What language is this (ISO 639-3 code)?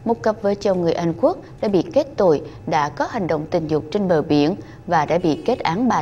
vie